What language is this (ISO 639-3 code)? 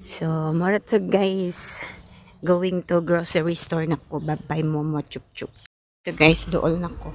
ceb